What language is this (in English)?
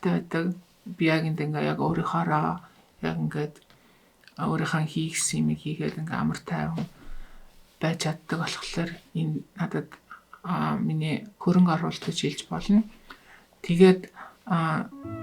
Mongolian